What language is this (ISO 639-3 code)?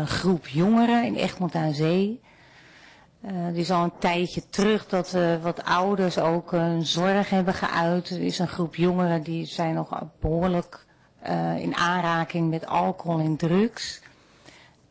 nld